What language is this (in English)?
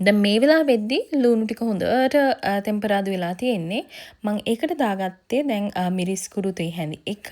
Sinhala